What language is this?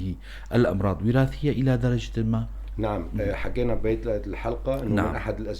North Levantine Arabic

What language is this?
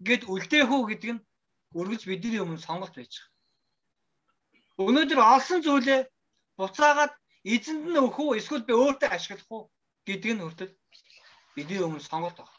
Mongolian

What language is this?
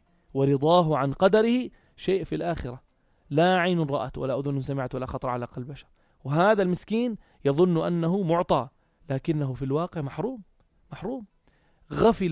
North Levantine Arabic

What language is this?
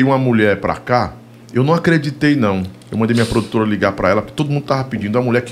Portuguese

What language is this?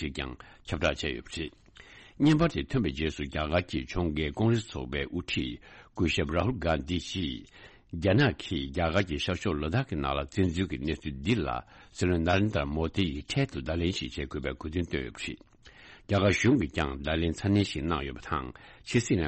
Tibetan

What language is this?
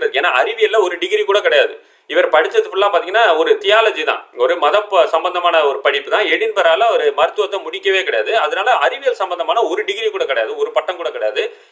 Tamil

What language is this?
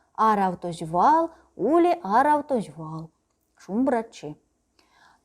Erzya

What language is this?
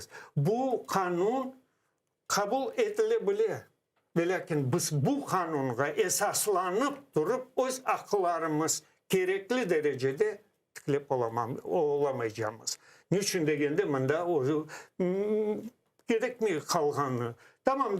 Crimean Tatar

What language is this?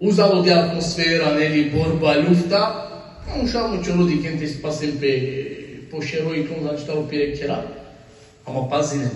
Balkan Romani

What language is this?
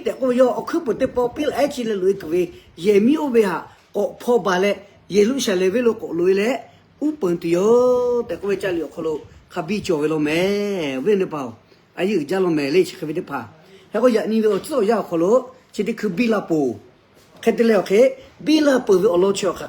Lahu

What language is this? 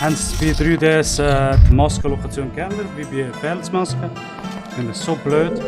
Swiss German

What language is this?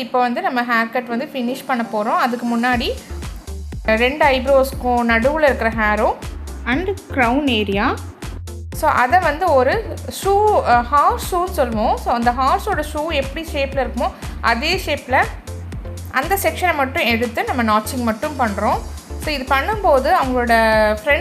Tamil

